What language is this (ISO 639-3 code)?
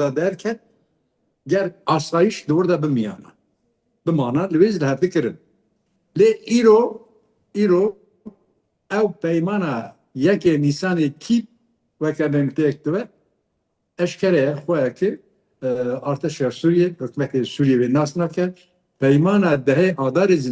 kur